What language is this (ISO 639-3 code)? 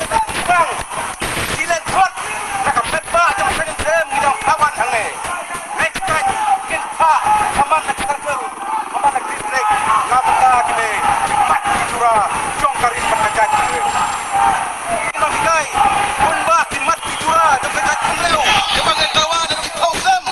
kha